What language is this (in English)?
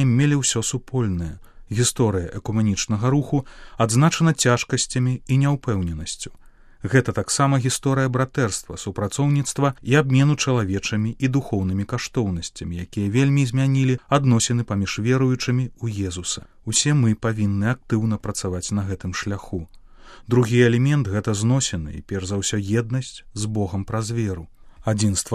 Belarusian